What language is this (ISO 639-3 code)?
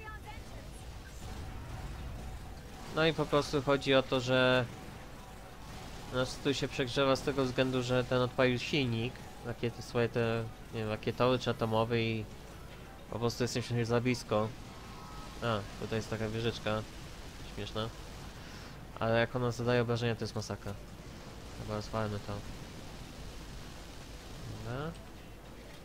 pol